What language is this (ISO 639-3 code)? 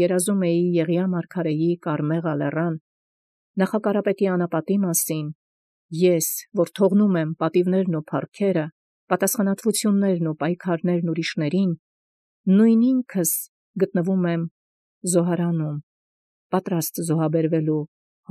hye